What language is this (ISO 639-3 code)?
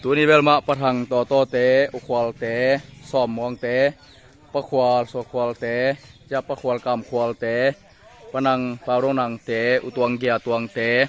ctd